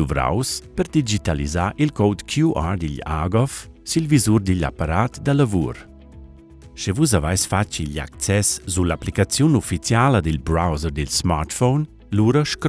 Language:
Romansh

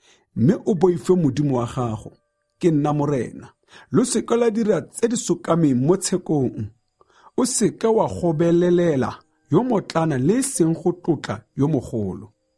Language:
Tswana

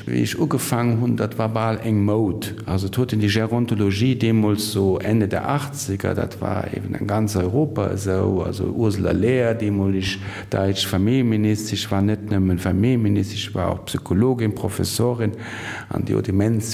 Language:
Luxembourgish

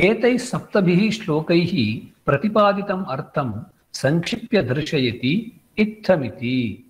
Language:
Sanskrit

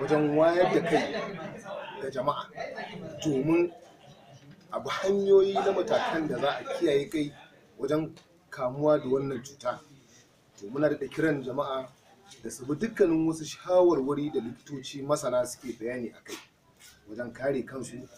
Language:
Hausa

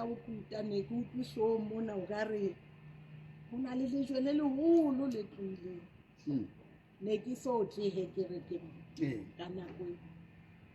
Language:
Southern Sotho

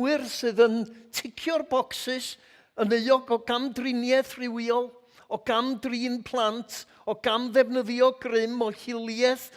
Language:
Welsh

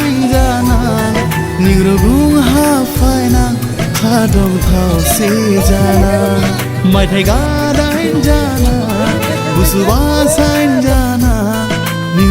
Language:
Dimasa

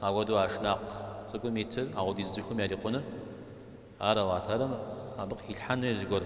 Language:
Kabardian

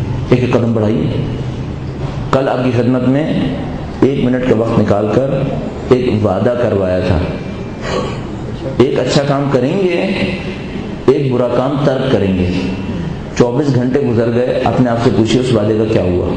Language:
Urdu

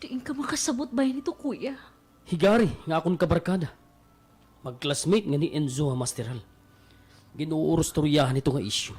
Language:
Waray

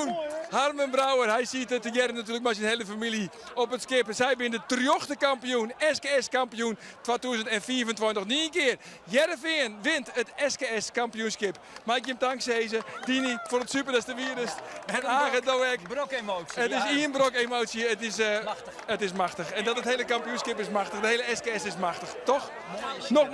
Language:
Western Frisian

